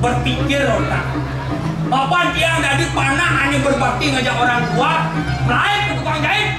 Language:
Balinese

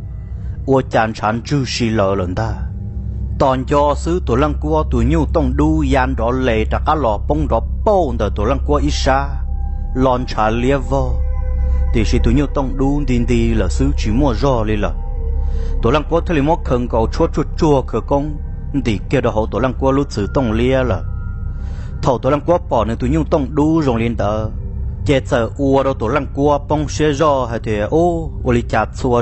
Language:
Hmong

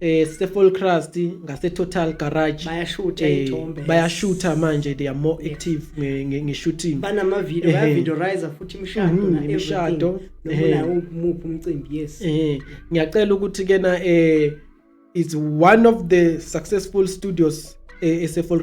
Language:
Zulu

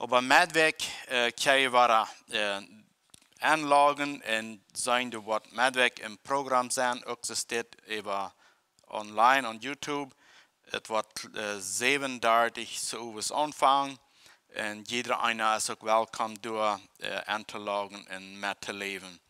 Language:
Plautdietsch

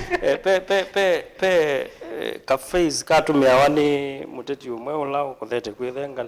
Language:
Kamba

